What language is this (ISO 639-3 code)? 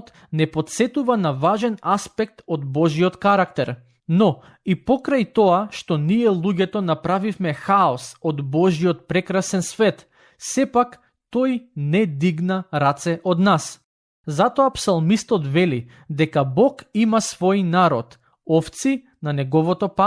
mkd